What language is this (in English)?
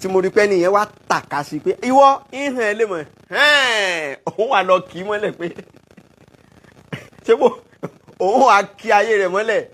Yoruba